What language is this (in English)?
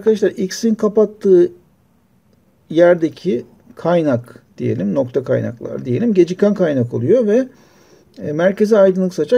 Turkish